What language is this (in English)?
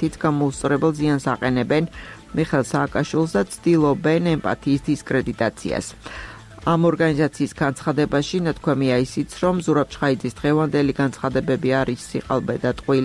Georgian